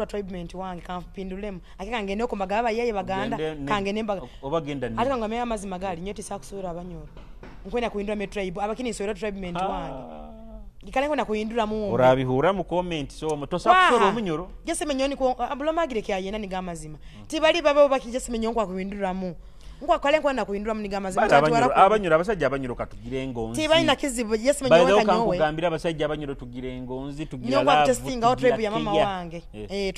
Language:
Nyoro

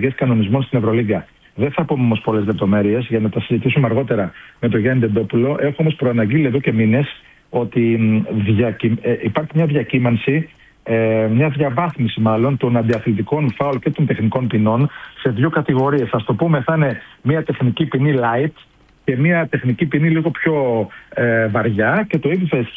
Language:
Greek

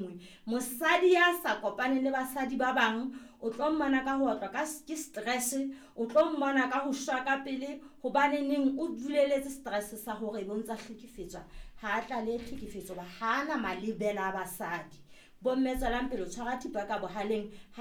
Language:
Southern Sotho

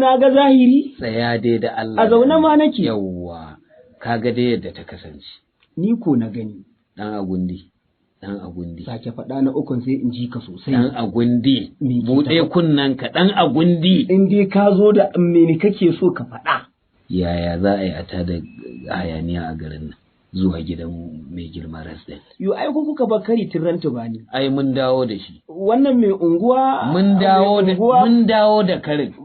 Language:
Hausa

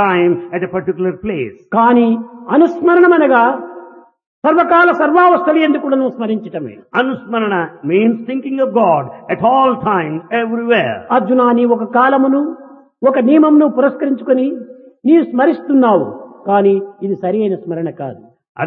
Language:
Telugu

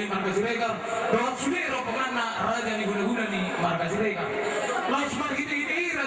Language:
Batak Toba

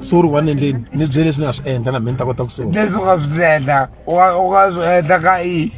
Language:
Tsonga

